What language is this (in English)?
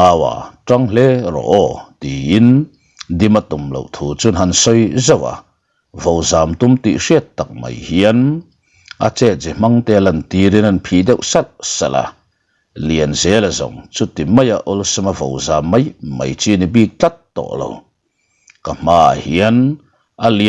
Mizo